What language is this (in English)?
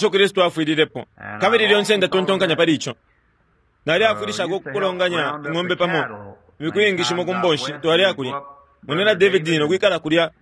Bemba